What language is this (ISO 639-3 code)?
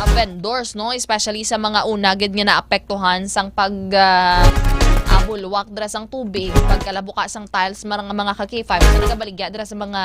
hil